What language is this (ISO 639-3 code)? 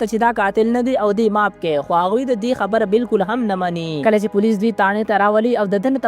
pus